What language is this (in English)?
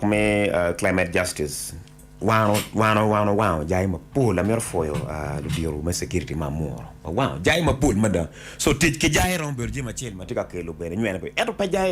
Acoli